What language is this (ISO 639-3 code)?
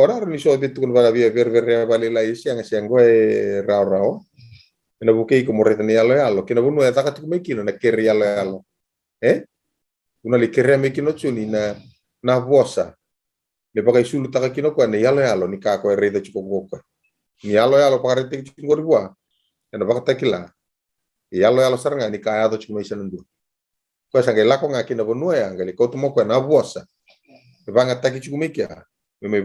fij